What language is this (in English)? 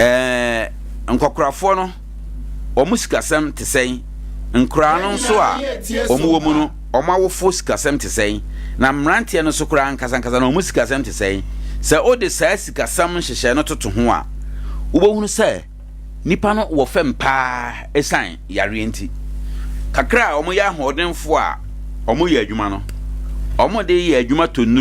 Akan